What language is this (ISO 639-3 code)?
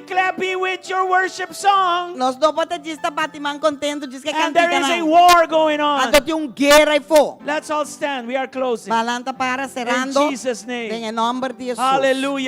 pap